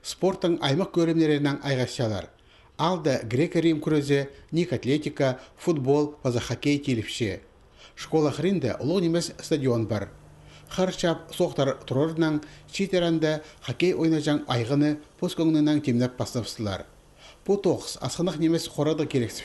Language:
Khakas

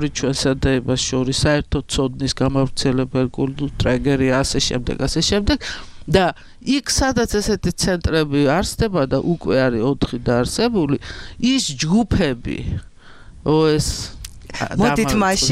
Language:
Georgian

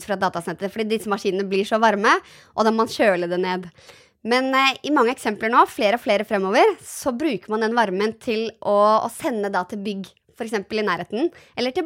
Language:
Norwegian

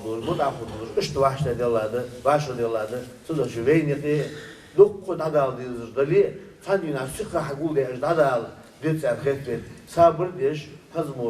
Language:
Ingush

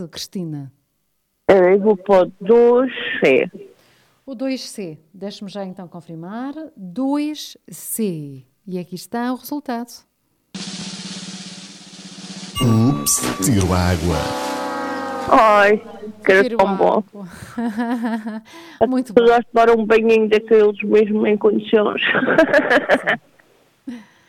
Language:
Portuguese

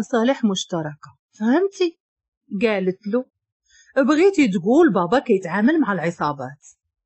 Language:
Moroccan Arabic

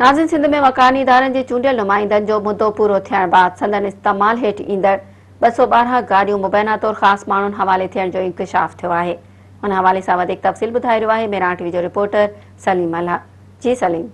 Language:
Sindhi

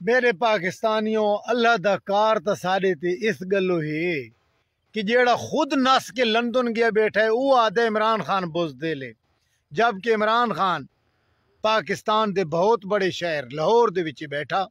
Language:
Saraiki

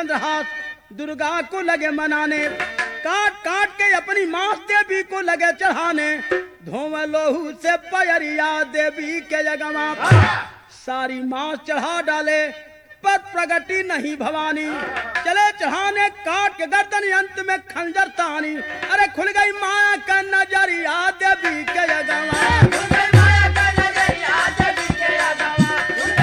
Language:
Bhojpuri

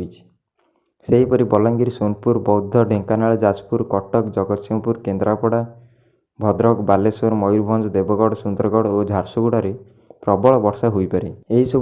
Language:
Odia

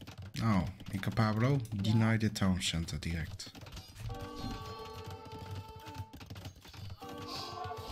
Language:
Dutch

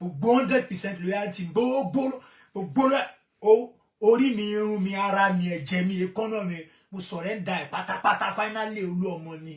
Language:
Yoruba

